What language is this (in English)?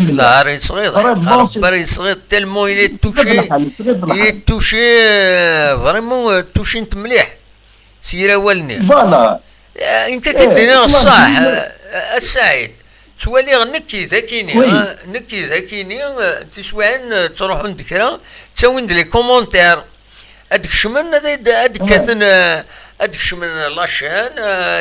Kabyle